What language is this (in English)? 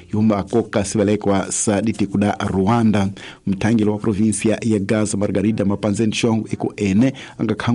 Tsonga